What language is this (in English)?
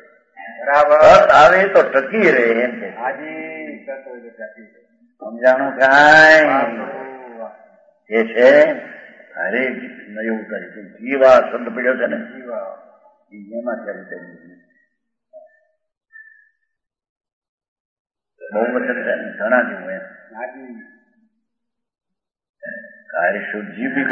Gujarati